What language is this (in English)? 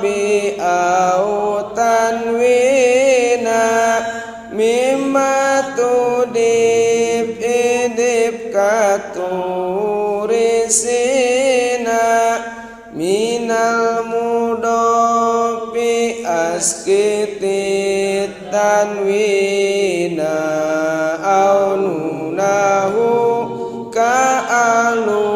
Sundanese